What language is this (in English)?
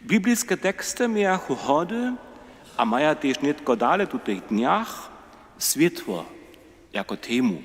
Upper Sorbian